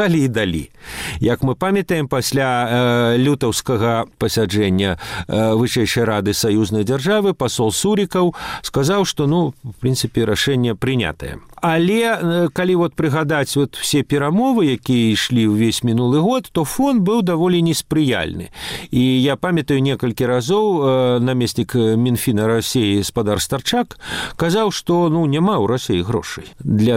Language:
Belarusian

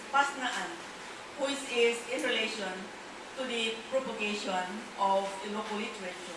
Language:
Iloko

